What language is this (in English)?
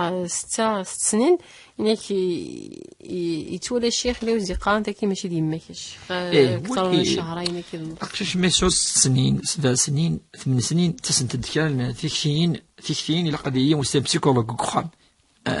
Kabyle